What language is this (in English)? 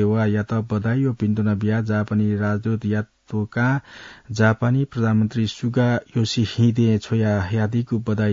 Newari